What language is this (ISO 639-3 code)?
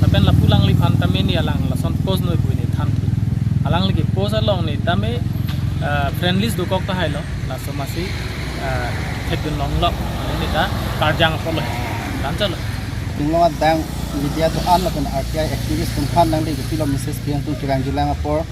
mjw